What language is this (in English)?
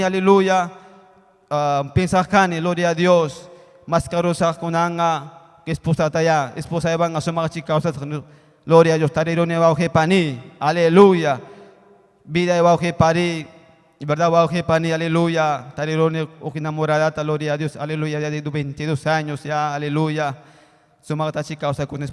Ayacucho Quechua